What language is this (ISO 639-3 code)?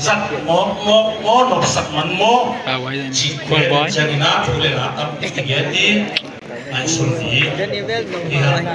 ctd